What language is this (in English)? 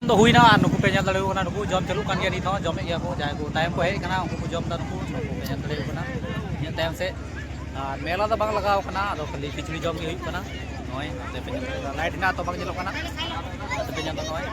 Santali